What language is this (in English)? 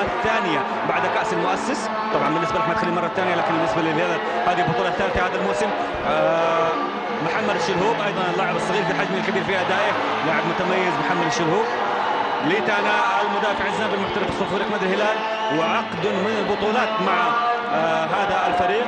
Arabic